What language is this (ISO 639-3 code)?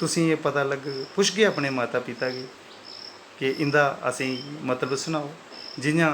doi